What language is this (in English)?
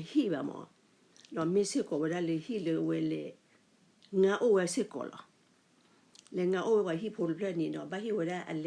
S'gaw Karen